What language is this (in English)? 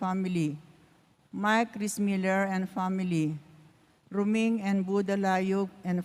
Pampanga